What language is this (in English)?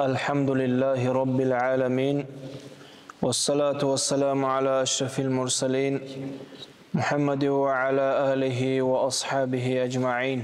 Dargwa